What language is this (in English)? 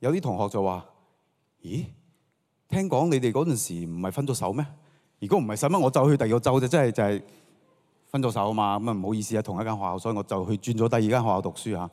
Cantonese